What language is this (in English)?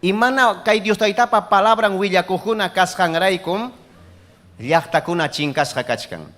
Ayacucho Quechua